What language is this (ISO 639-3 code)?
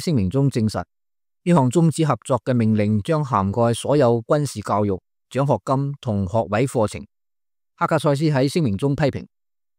yue